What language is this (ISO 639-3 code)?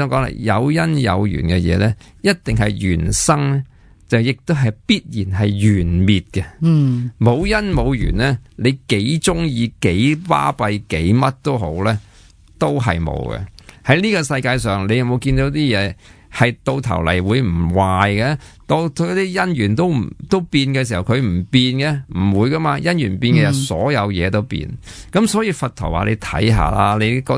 yue